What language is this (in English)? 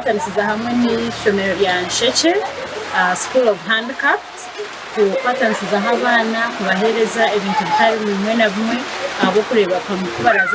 Nyankole